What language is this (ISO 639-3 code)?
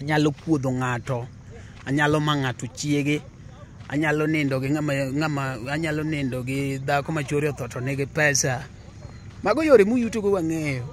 luo